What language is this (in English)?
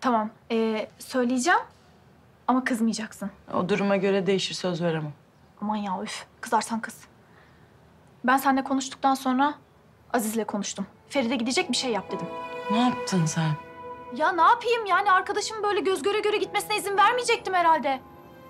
Turkish